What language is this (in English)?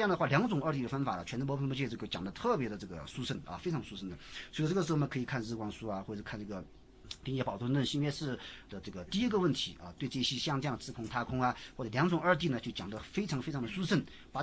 Chinese